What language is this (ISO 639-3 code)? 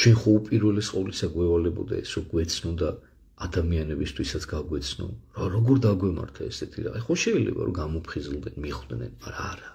kat